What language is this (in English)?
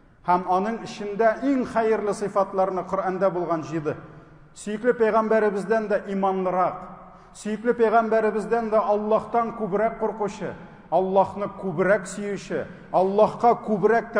Tatar